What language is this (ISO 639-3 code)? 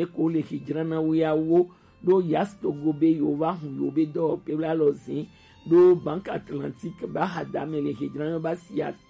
gej